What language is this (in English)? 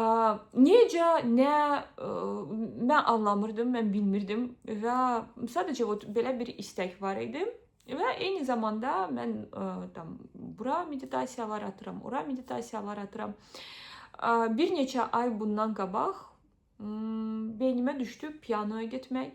Azerbaijani